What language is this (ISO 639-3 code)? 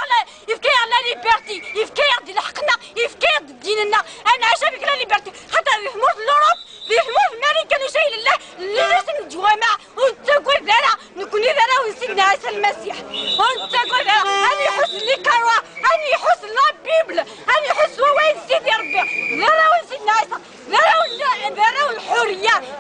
kab